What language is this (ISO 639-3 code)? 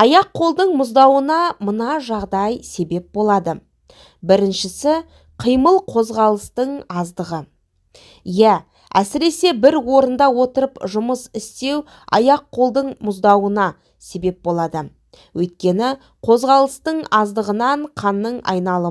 kaz